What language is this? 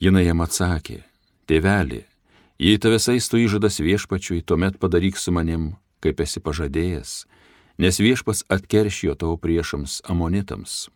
Lithuanian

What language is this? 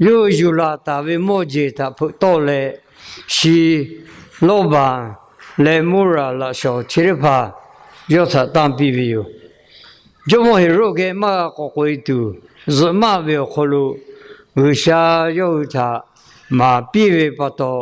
Lahu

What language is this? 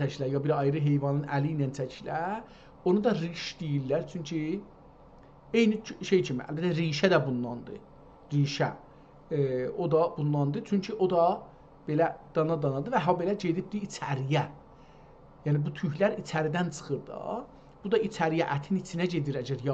South Azerbaijani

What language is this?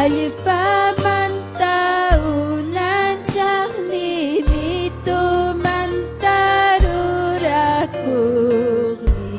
Ayacucho Quechua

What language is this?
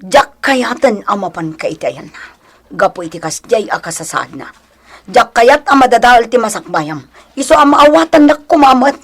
Iloko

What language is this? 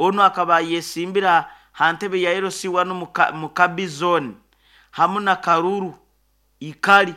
Nyoro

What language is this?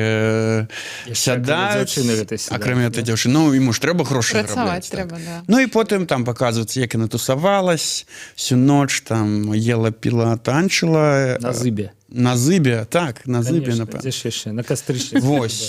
Belarusian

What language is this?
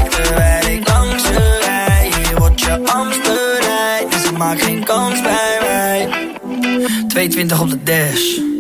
Dutch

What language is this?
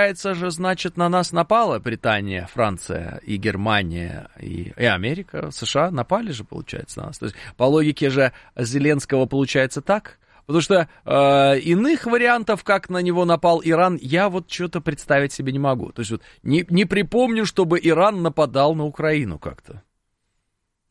Russian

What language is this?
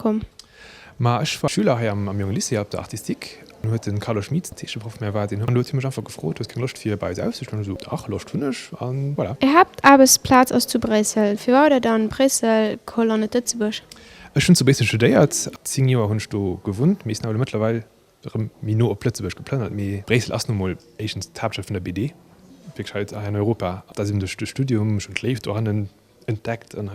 Luxembourgish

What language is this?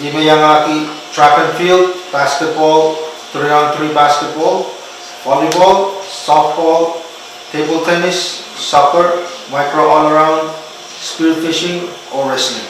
Pohnpeian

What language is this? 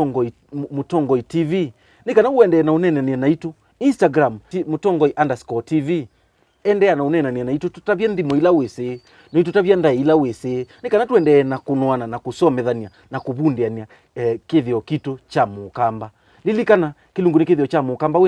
Kamba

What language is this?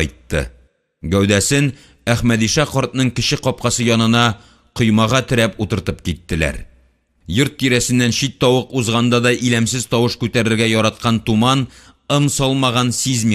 Tatar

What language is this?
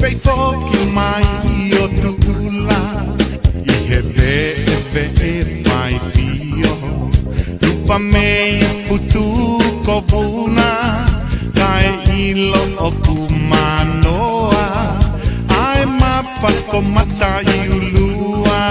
Tongan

